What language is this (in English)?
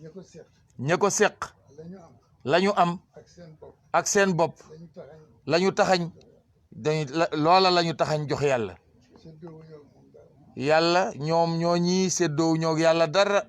Wolof